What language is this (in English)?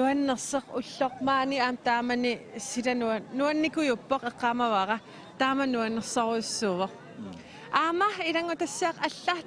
Kalaallisut